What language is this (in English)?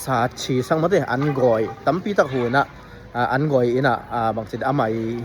Tedim Chin